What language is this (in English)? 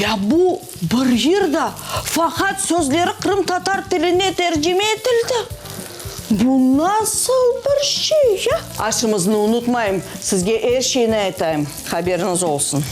Crimean Tatar